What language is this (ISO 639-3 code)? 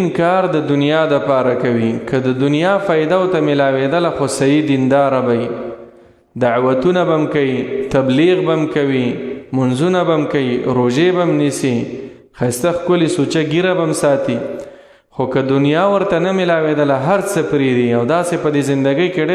pus